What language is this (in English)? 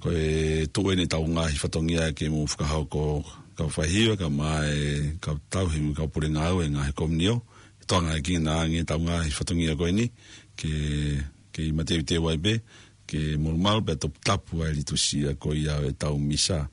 Tongan